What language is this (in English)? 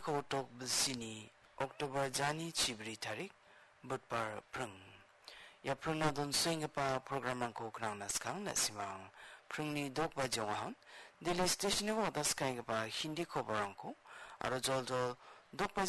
Garo